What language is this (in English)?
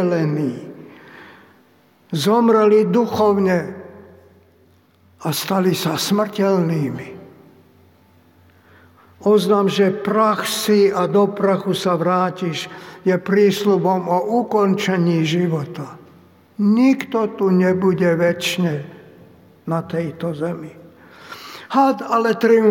Slovak